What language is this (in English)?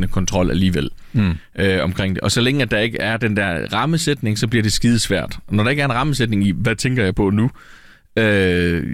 Danish